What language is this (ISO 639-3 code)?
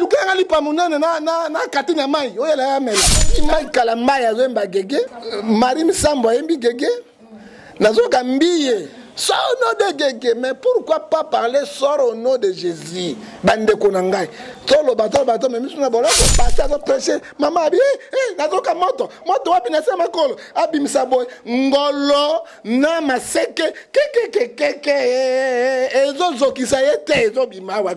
lin